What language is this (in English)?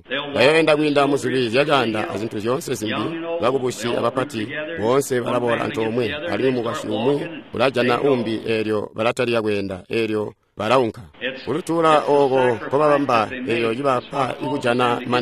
Tonga (Zambia)